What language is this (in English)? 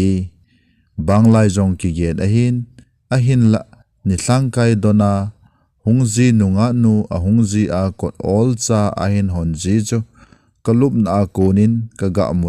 Thado Chin